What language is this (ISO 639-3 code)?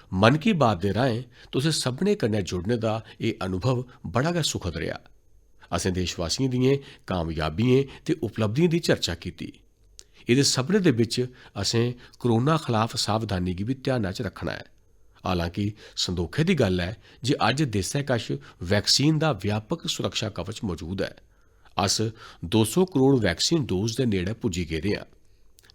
doi